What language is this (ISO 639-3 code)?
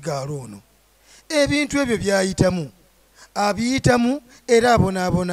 lug